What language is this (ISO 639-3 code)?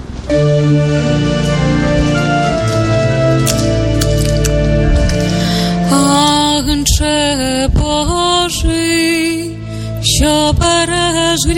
ukr